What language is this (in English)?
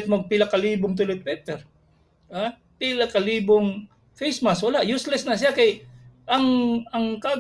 Cebuano